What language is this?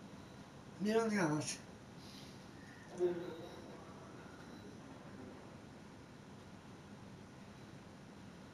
Swedish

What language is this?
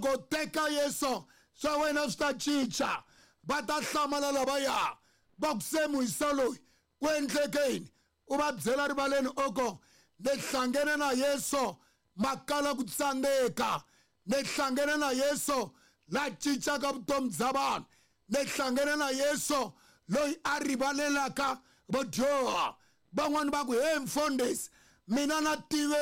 Tsonga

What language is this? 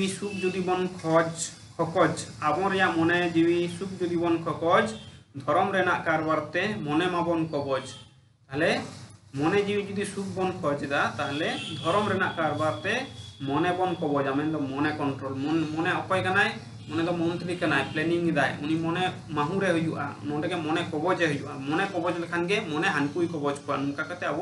Santali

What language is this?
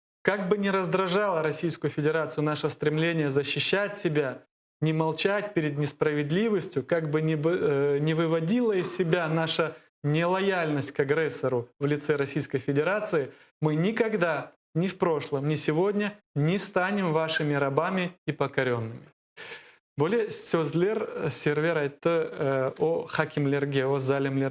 Crimean Tatar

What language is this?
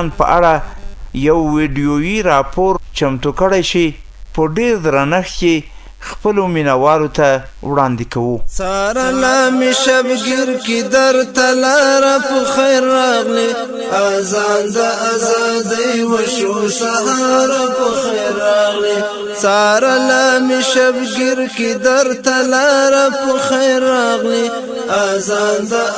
Pashto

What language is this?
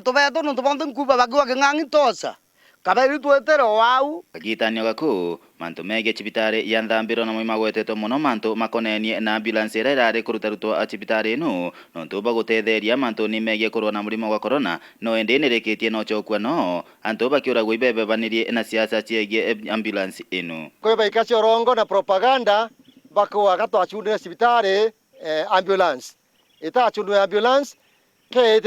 Meru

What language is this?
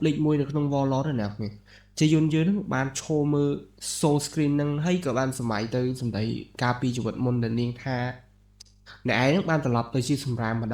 Khmer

